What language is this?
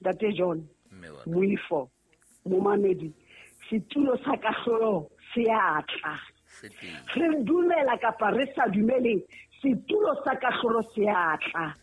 Southern Sotho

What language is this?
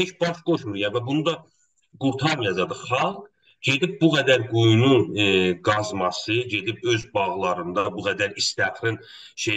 South Azerbaijani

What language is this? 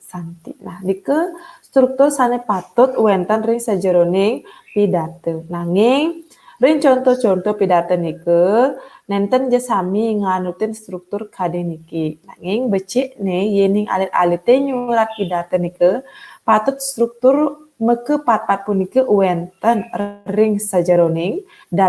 Balinese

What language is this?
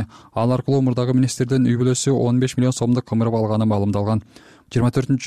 Kyrgyz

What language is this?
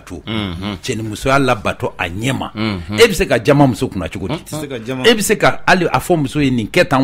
Bambara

